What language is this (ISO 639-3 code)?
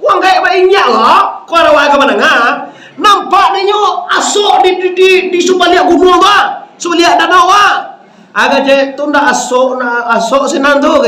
min